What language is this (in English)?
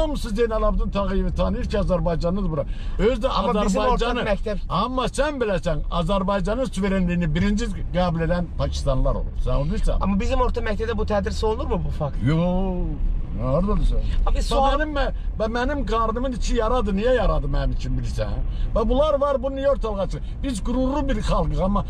Azerbaijani